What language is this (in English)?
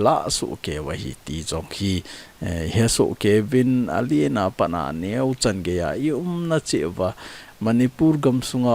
Thado Chin